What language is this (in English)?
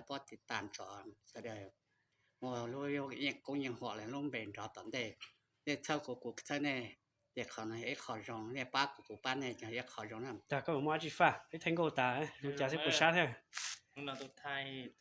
Hmong